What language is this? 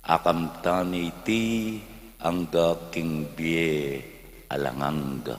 Pampanga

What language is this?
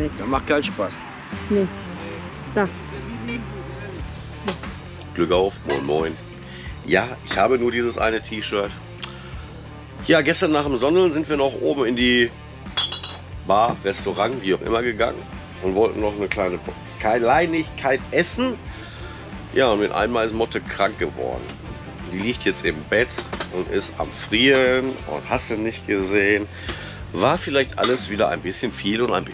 German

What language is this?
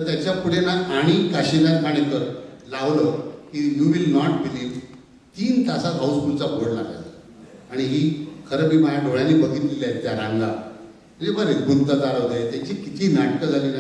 Marathi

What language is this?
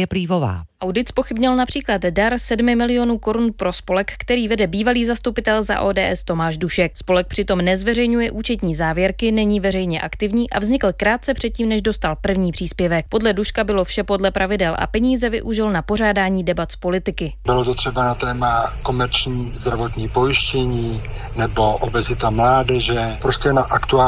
Czech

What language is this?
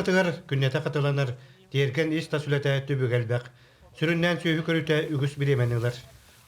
Yakut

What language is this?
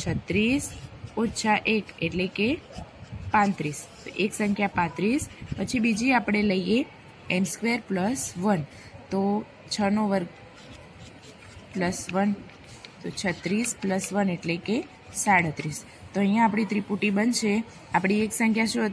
Gujarati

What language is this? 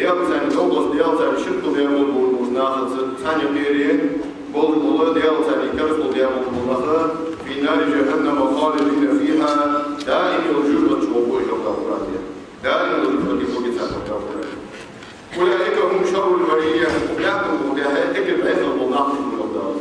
Ingush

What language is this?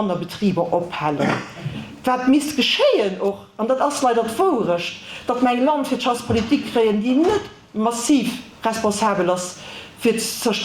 Luxembourgish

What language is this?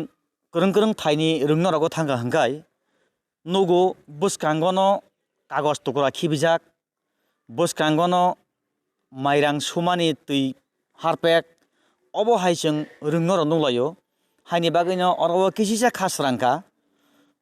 Kok Borok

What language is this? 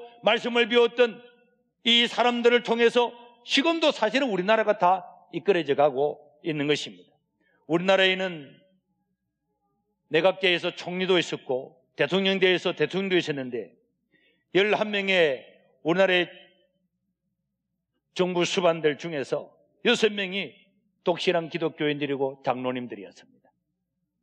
Korean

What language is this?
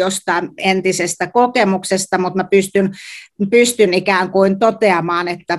Finnish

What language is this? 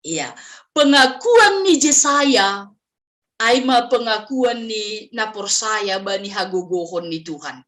Batak Simalungun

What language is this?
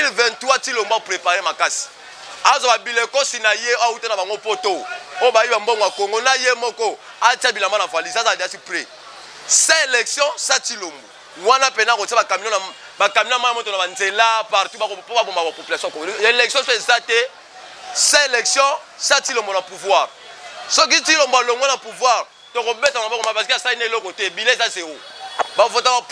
Lingala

